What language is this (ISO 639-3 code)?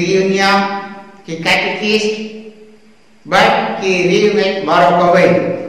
kha